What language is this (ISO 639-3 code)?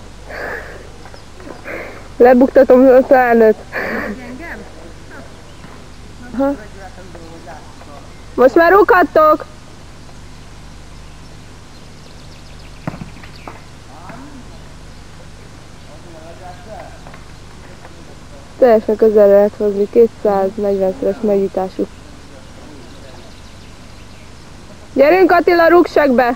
hun